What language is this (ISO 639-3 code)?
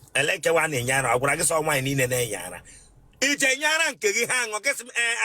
ibo